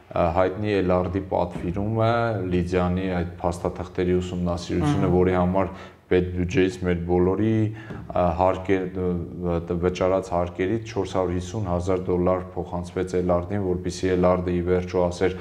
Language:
Armenian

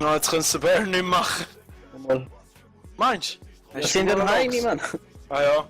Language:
Swiss German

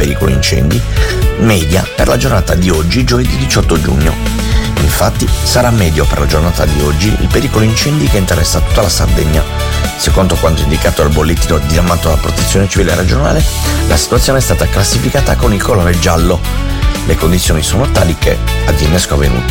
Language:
Italian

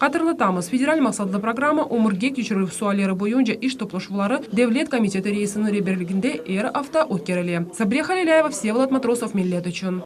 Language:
Crimean Tatar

